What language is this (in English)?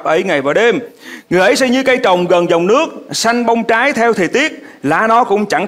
Vietnamese